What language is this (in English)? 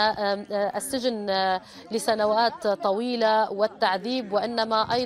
Arabic